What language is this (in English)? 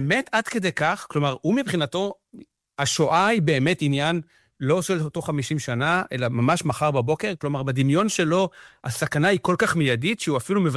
Hebrew